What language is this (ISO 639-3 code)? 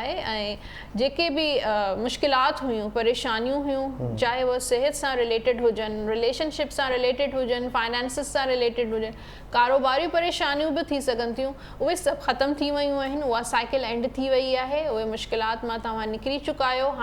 snd